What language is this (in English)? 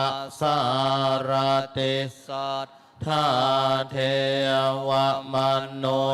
Pali